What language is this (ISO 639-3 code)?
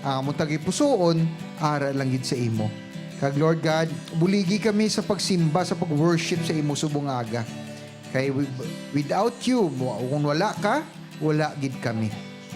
hil